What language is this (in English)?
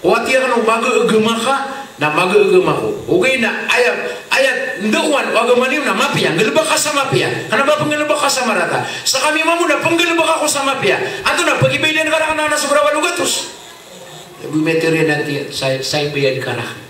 Maranao